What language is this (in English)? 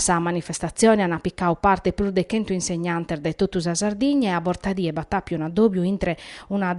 Sardinian